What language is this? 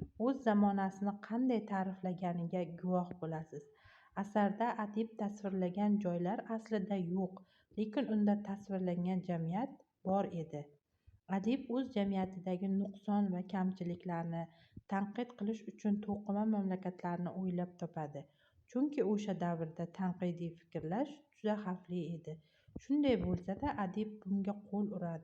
Uzbek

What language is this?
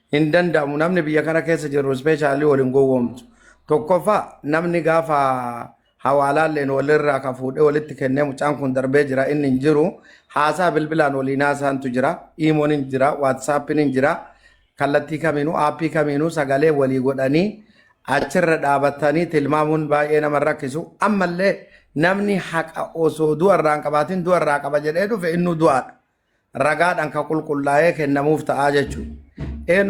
Oromo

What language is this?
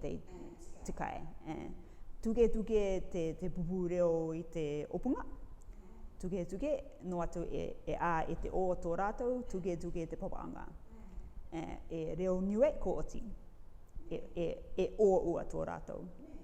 Rarotongan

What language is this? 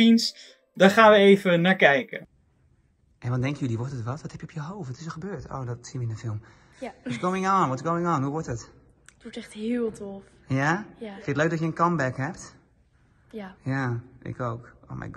Dutch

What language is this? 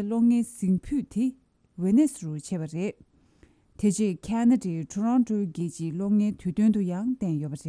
Tibetan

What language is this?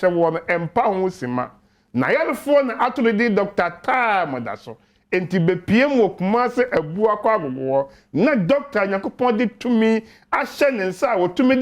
Akan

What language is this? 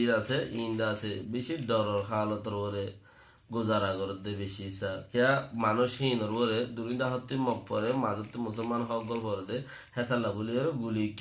Rohingya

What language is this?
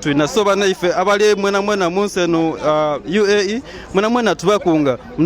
Soga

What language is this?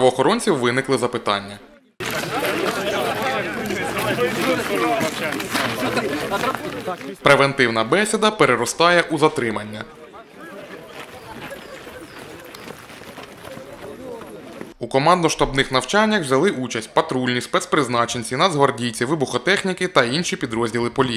Ukrainian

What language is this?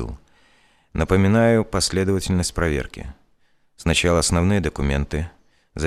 Russian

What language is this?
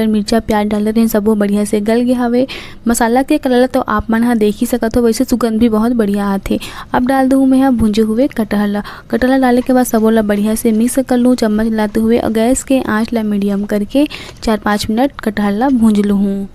Chhattisgarhi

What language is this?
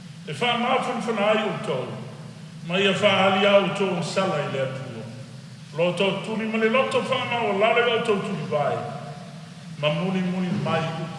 Samoan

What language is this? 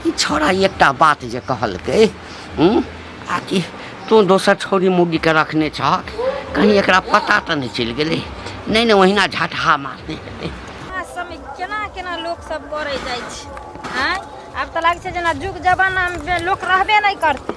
Maithili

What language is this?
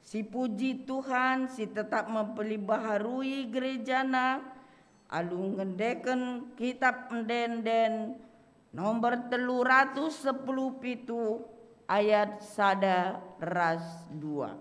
Batak Karo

